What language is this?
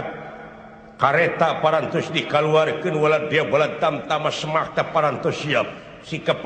Sundanese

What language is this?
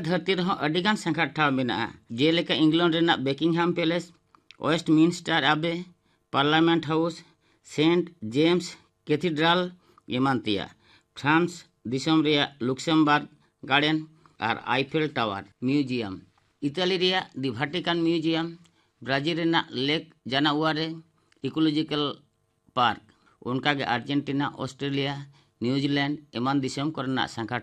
Santali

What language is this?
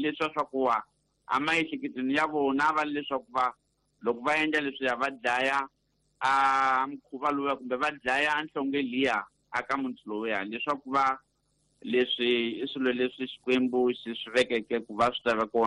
Tsonga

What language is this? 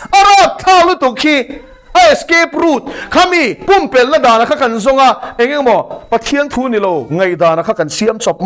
Mizo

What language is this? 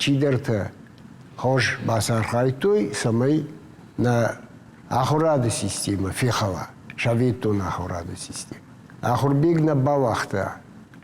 Ossetic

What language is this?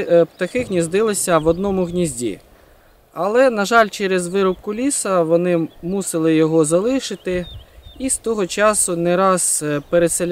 Ukrainian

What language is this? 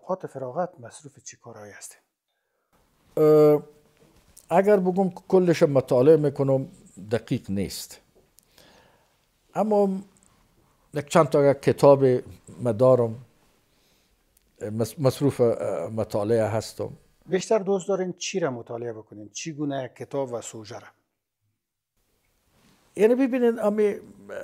Persian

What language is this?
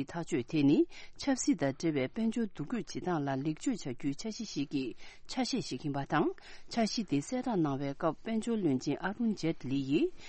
Tibetan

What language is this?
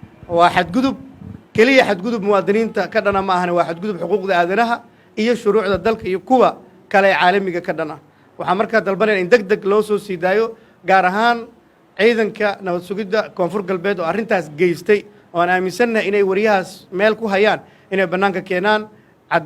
Somali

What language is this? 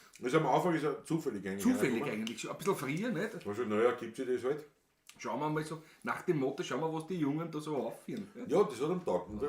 Bavarian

